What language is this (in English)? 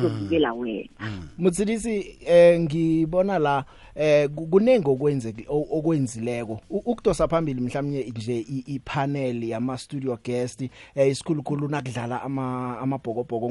South Ndebele